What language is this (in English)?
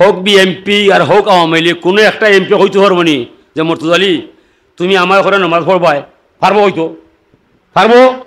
Sylheti